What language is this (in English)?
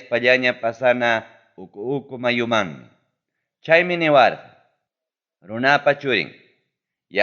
Ayacucho Quechua